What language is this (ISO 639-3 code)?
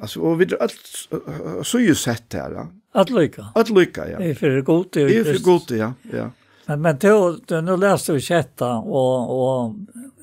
fao